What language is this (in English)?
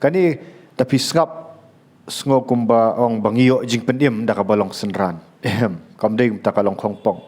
Khasi